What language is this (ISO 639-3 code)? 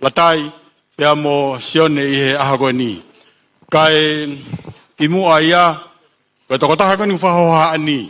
ton